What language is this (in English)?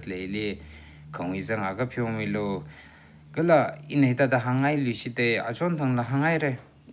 Tangkhul Naga (India)